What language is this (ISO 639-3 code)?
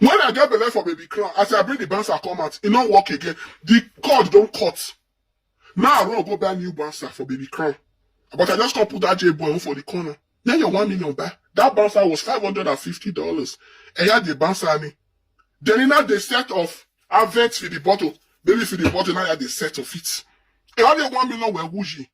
pcm